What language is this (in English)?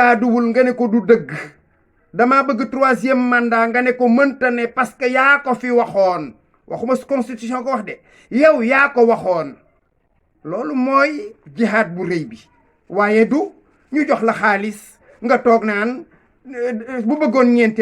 Wolof